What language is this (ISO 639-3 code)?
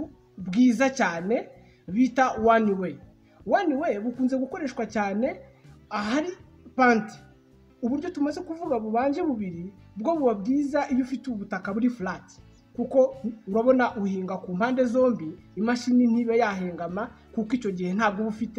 kin